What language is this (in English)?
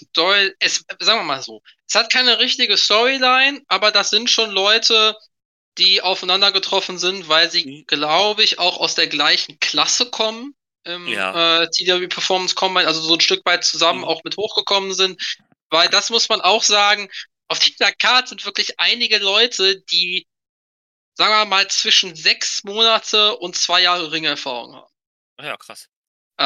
German